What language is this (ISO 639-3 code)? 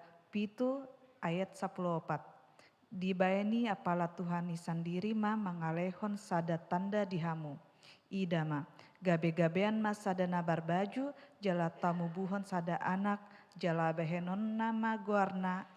bbc